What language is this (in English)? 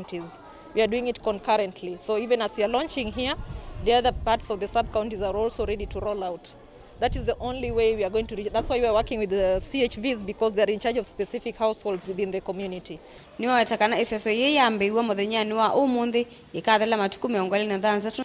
Kamba